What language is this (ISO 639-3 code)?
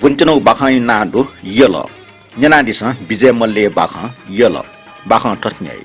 new